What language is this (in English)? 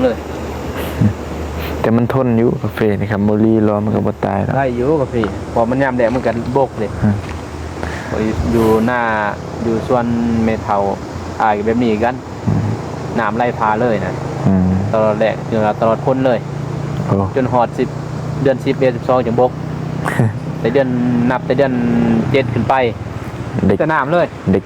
Lao